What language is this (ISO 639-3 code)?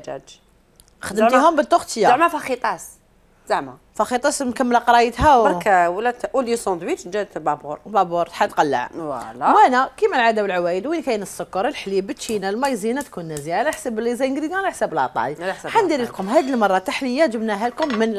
arq